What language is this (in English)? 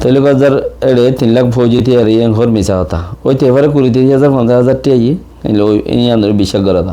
Rohingya